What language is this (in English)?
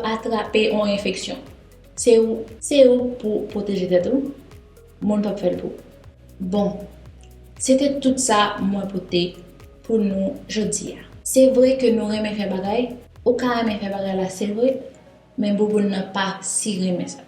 Haitian Creole